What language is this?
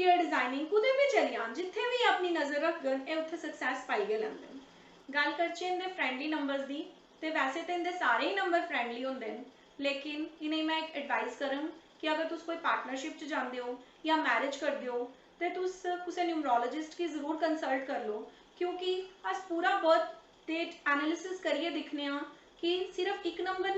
Dogri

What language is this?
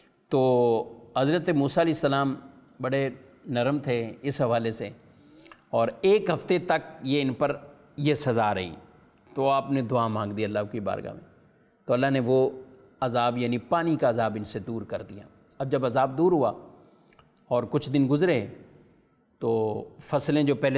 Urdu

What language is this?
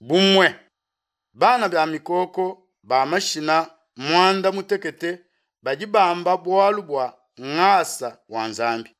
Luba-Lulua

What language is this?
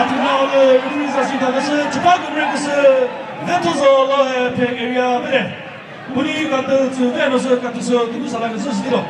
Chokri Naga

